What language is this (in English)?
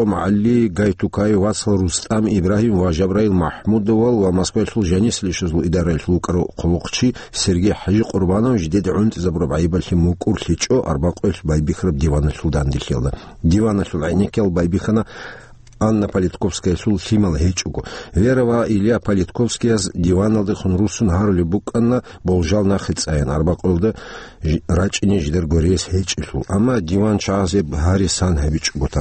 Avaric